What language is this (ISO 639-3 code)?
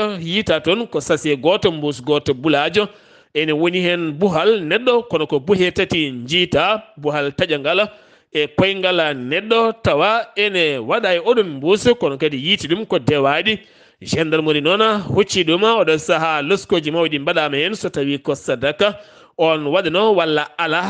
ful